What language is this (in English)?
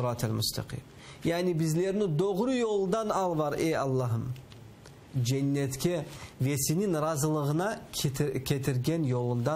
Crimean Tatar